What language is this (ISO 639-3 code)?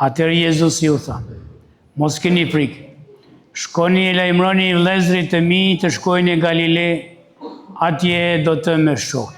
sqi